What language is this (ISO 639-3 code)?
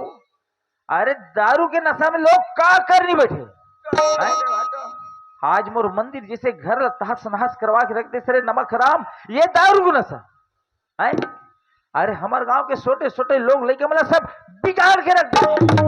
hne